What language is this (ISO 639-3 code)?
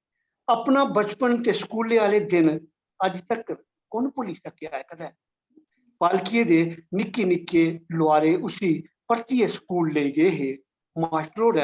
doi